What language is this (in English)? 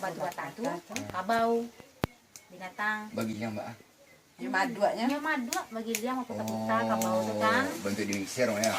Minangkabau